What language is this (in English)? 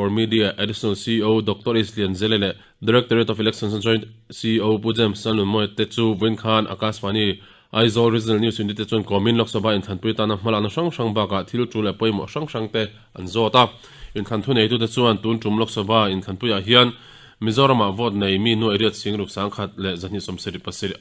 Mizo